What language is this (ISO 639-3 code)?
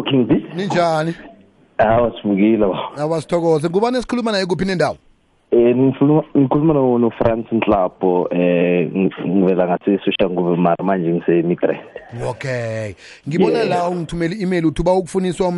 nbl